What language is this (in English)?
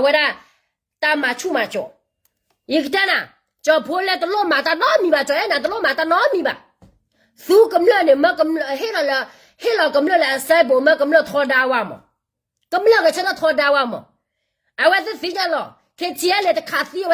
S'gaw Karen